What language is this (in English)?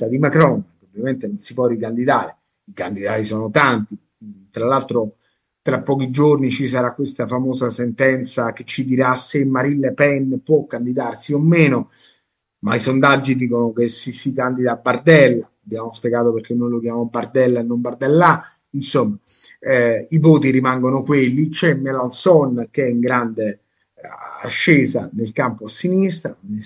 Italian